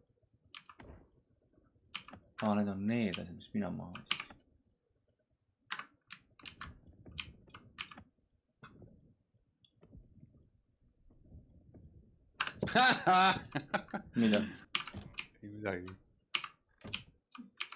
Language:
Estonian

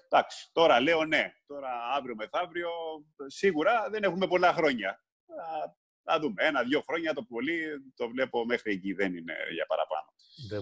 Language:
Greek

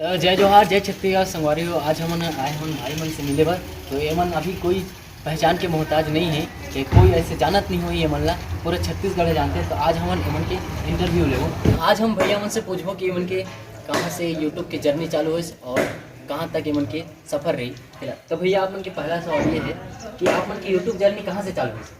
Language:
Chhattisgarhi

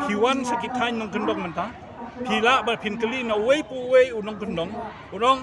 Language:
Khasi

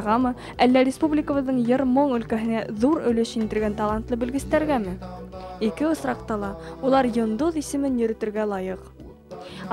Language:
Bashkir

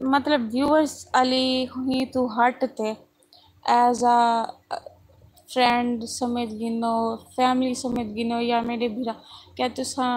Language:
Saraiki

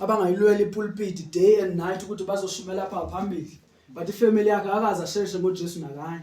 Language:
Zulu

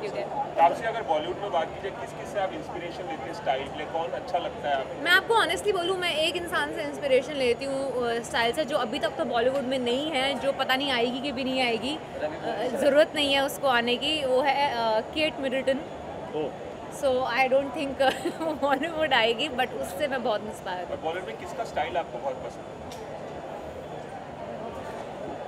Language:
Hindi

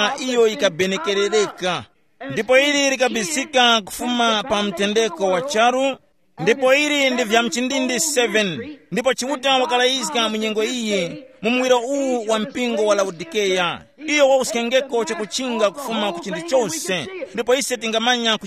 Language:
Tumbuka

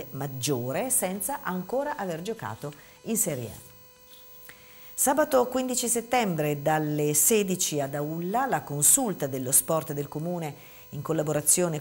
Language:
Italian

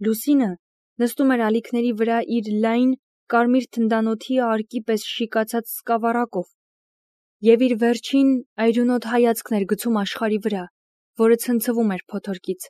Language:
Armenian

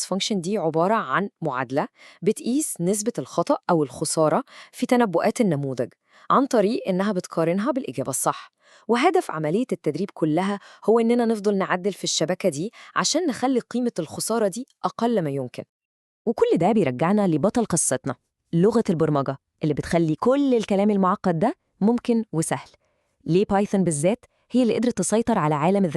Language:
Egyptian Arabic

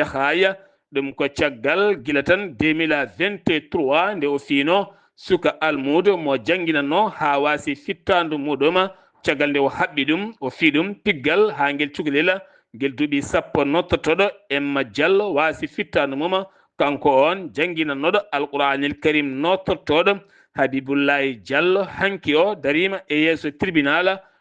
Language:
Fula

